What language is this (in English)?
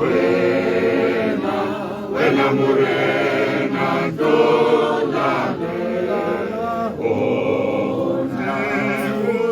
Tswana